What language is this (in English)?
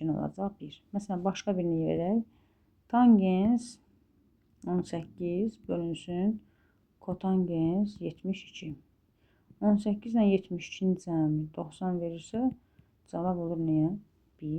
Azerbaijani